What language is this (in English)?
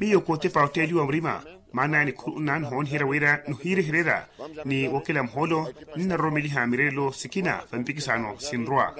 Makhuwa